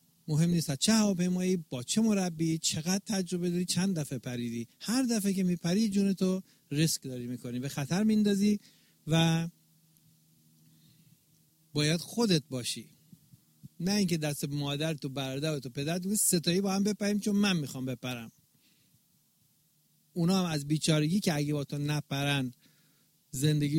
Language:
Persian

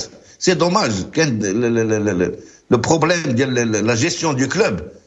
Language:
Moroccan Arabic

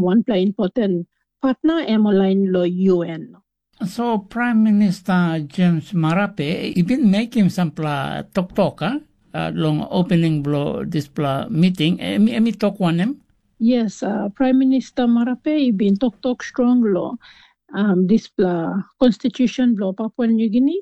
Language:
Tok Pisin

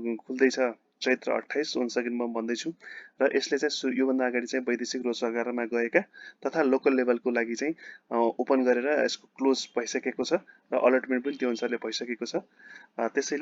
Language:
Nepali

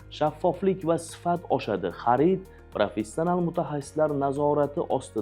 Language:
Uzbek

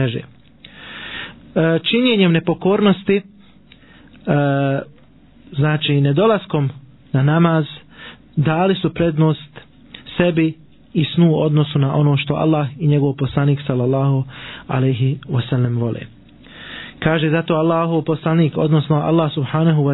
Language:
Bosnian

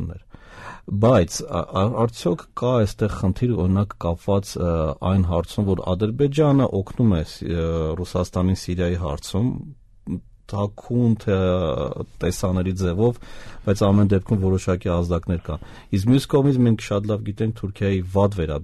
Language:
Armenian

